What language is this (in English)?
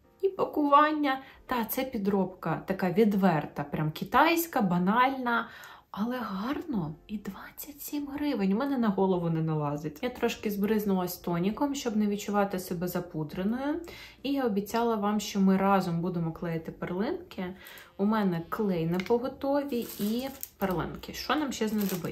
Ukrainian